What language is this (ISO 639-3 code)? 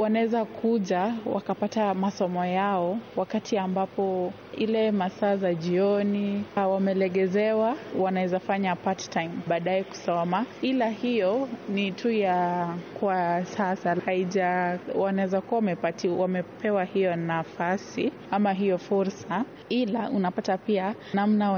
swa